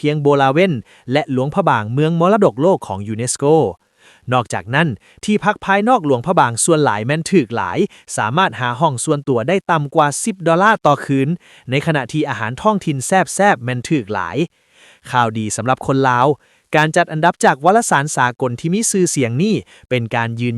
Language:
Lao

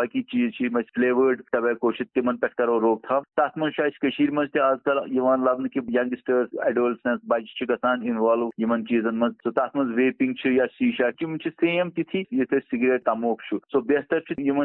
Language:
Kashmiri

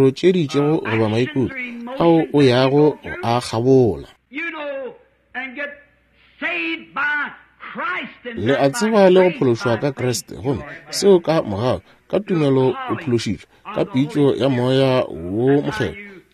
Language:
Northern Sotho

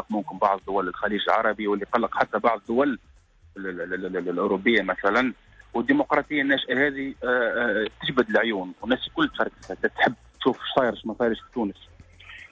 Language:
Tunisian Arabic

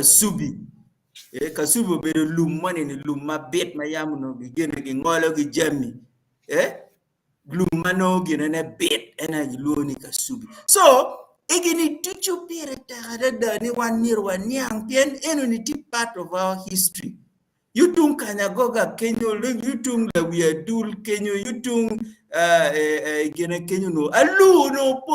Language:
Acoli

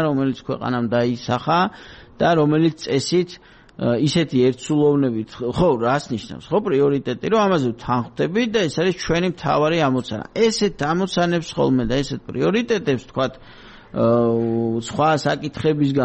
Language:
Georgian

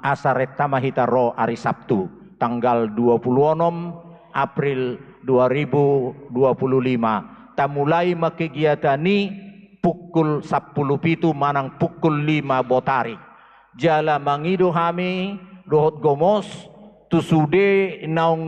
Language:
Batak Toba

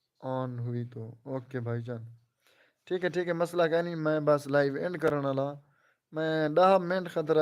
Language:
Saraiki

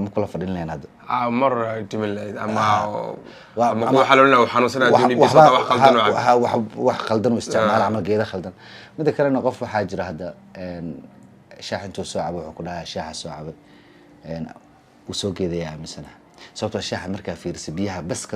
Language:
Somali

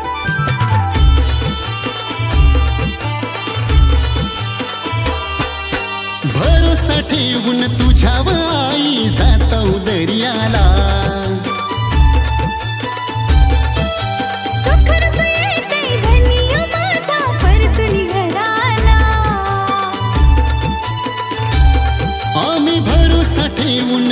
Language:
Marathi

